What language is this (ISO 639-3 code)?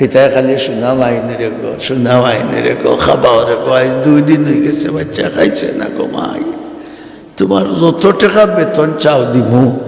syl